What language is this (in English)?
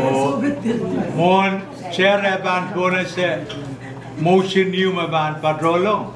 Pohnpeian